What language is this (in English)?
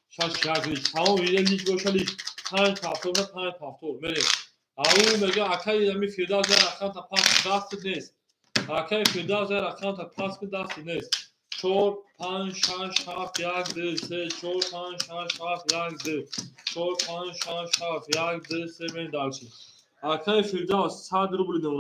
Tajik